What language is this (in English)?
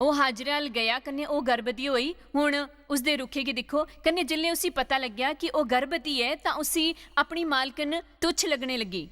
Dogri